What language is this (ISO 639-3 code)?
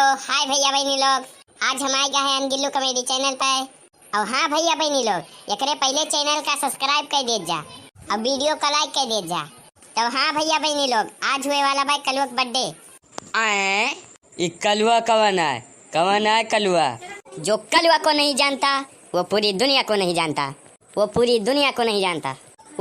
awa